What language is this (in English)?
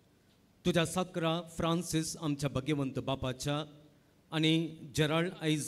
Konkani